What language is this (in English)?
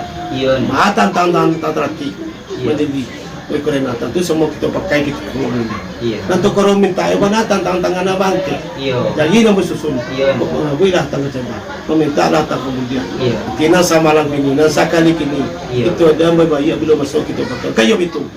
Minangkabau